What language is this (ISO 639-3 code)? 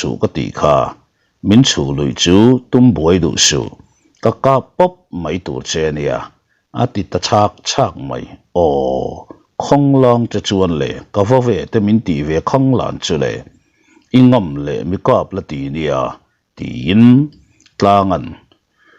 lus